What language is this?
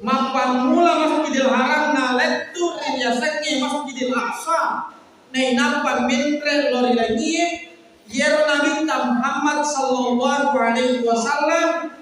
Buginese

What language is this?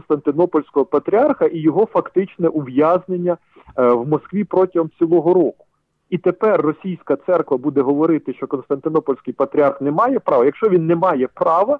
Ukrainian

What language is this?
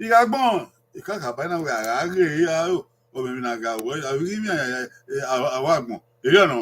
Bini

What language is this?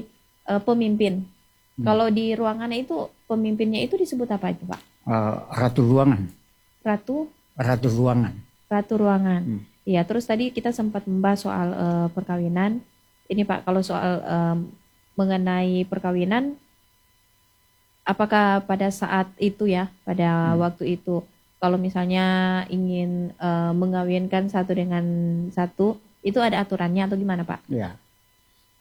Indonesian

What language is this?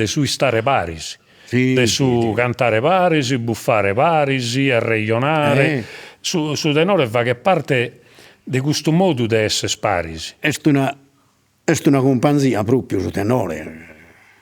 Sardinian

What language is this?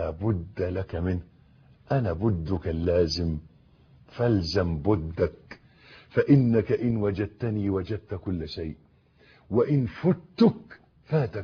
Egyptian Arabic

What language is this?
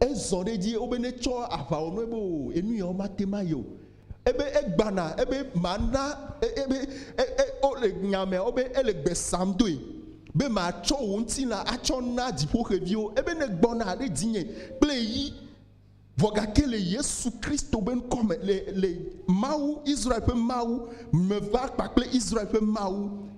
Ewe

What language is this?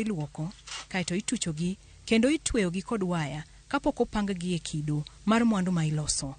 Luo (Kenya and Tanzania)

